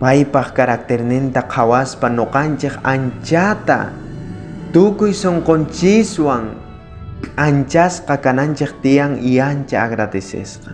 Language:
South Bolivian Quechua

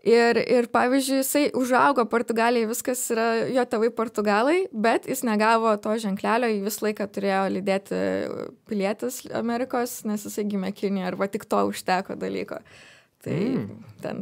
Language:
Lithuanian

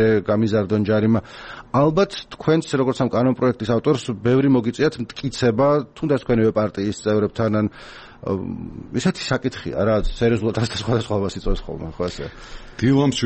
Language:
Georgian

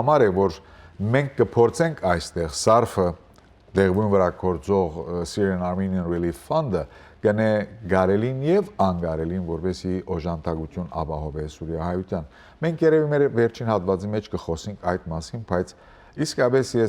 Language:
Western Armenian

